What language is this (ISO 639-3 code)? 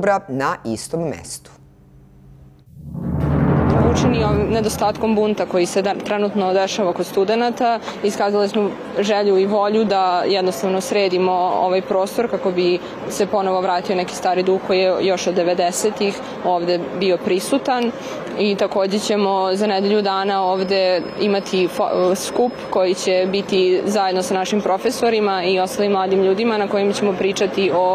srp